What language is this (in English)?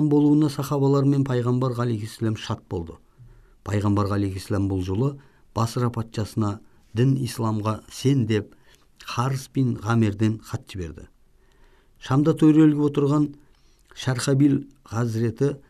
Kazakh